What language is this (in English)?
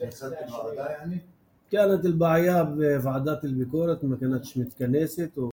North Levantine Arabic